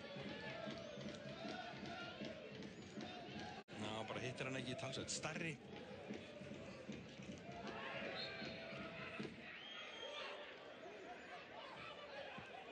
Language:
Icelandic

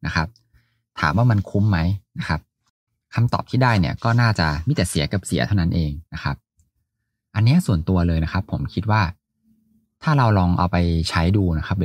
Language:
Thai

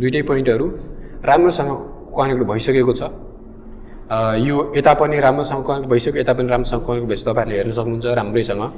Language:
Nepali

